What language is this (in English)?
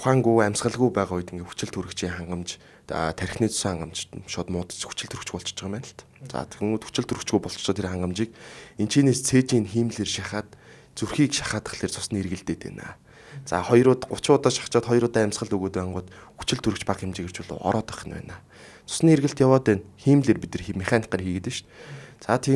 Mongolian